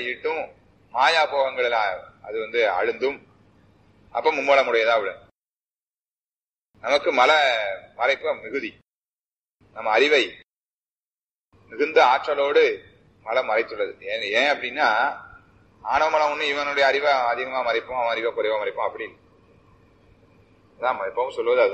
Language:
Tamil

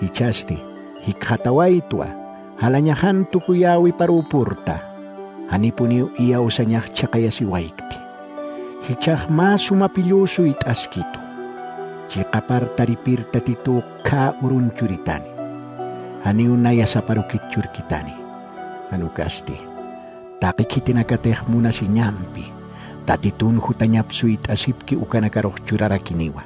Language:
Aymara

